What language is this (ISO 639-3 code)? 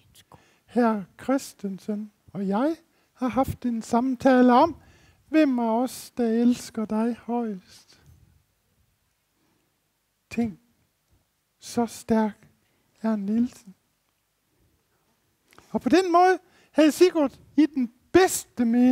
dan